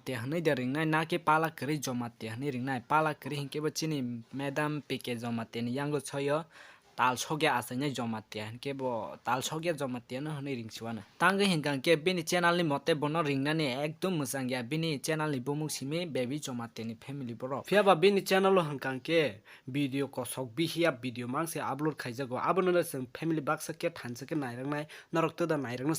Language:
Kok Borok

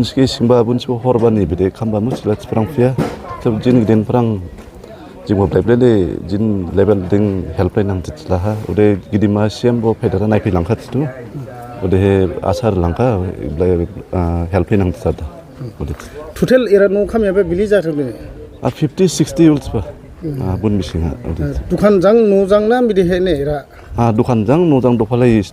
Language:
Dimasa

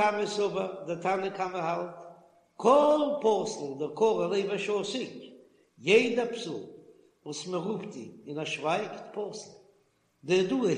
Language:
Yiddish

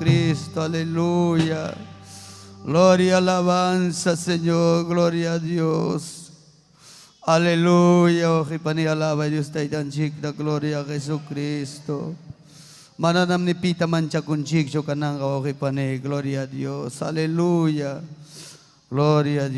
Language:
Ayacucho Quechua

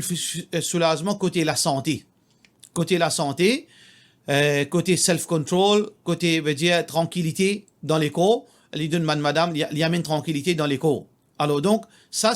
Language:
Morisyen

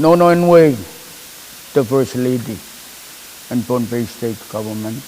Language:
Pohnpeian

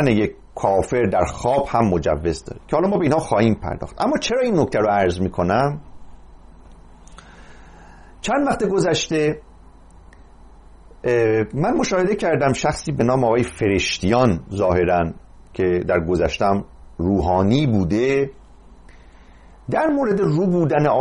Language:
Persian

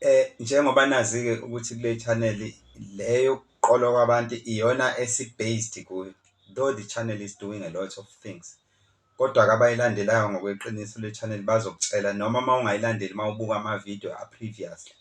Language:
Zulu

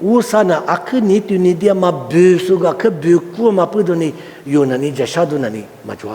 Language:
Lisu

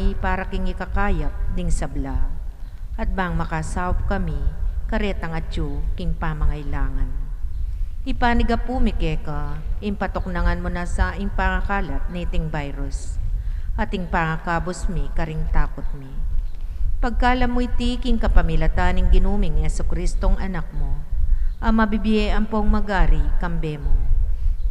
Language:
Pampanga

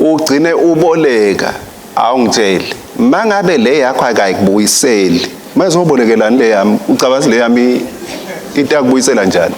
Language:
Swati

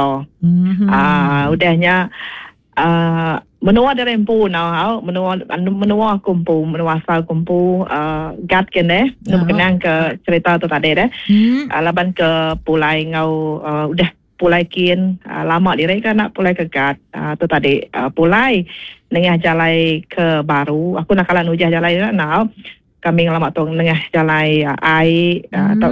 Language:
Iban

